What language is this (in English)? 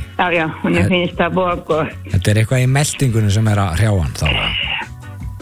Icelandic